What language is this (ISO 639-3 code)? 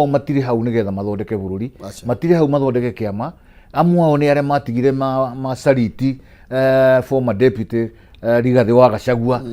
kik